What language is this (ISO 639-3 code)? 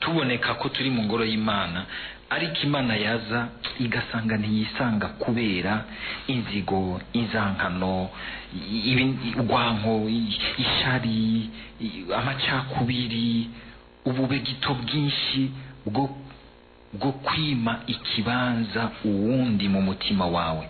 run